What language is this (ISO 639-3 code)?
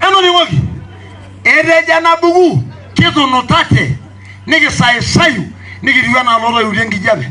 mas